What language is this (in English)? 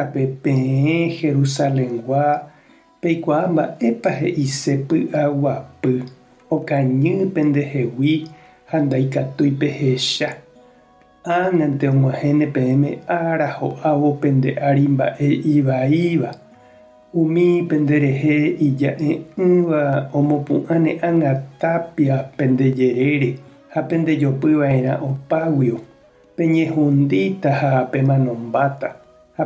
Guarani